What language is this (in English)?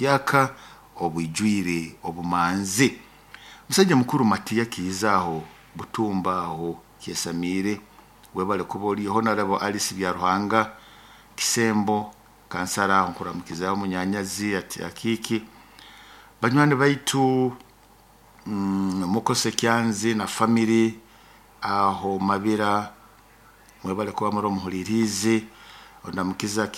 Nyoro